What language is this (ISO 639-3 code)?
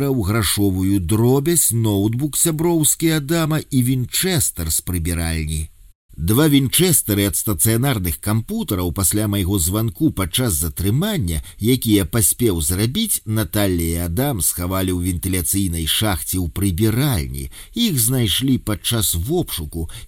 bel